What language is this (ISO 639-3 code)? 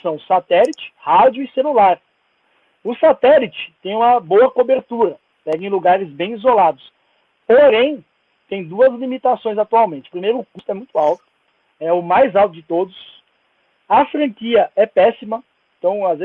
por